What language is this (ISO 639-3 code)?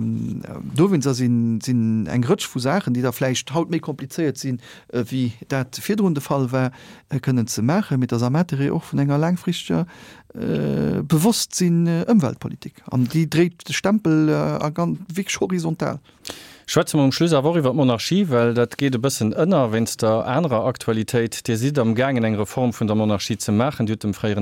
ltz